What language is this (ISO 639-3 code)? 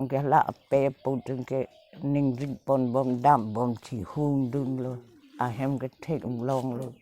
mjw